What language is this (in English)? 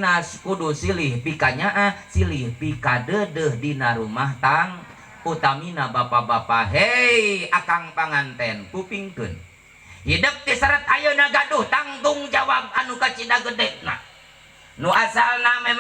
Sundanese